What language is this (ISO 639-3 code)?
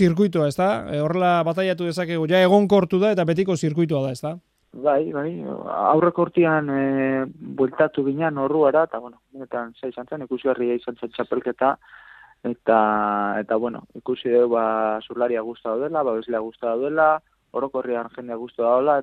eus